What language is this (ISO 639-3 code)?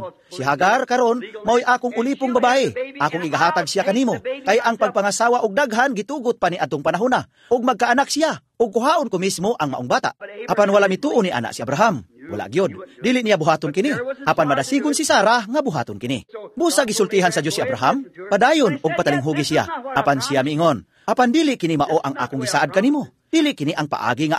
ceb